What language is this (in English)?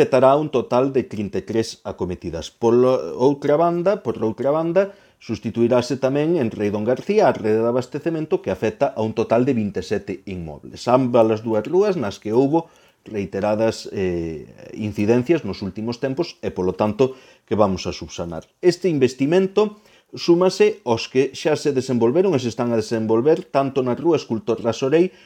Galician